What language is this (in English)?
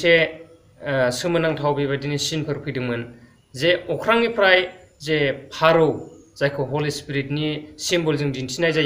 Bodo